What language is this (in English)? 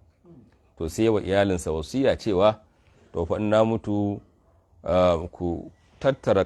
Hausa